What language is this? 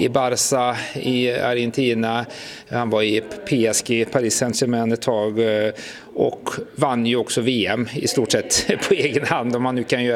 Swedish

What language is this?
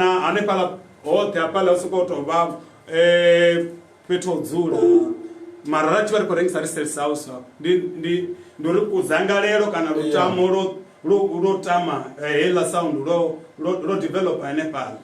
Venda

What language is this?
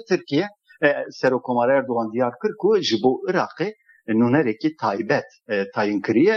Kurdish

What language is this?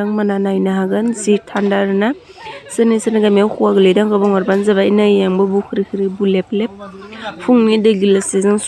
Bodo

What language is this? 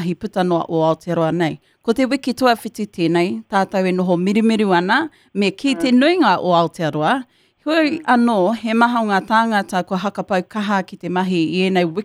Māori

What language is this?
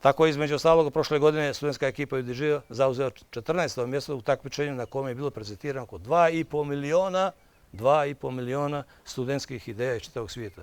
Bosnian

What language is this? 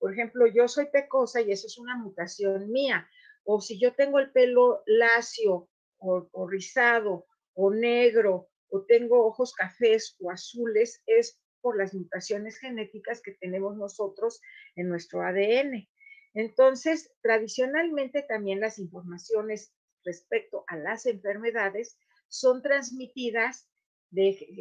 Ladino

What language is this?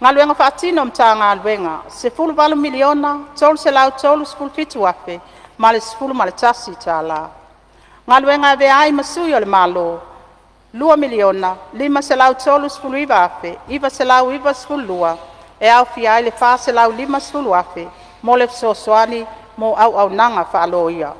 Samoan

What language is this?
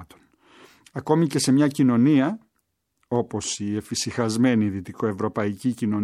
Greek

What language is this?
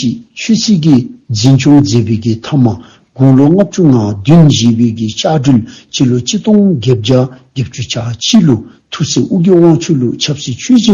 Dzongkha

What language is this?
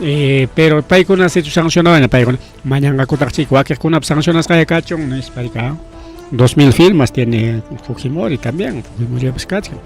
Ayacucho Quechua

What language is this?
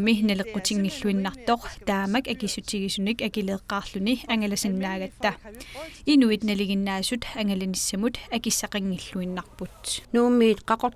Kalaallisut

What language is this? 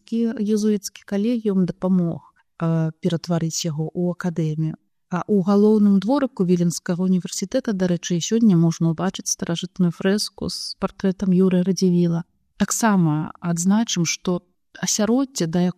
Belarusian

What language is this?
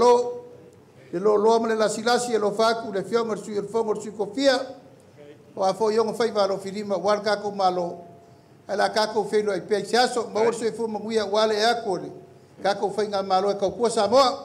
Samoan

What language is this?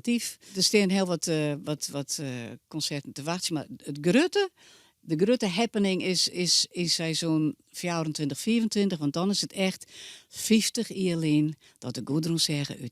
Western Frisian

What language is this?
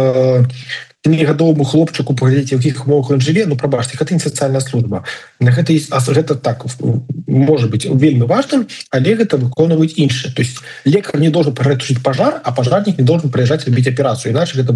Belarusian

